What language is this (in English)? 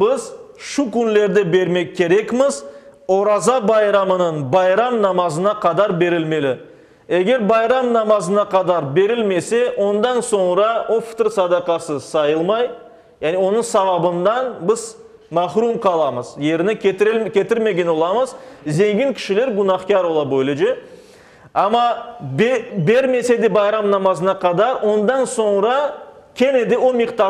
Crimean Tatar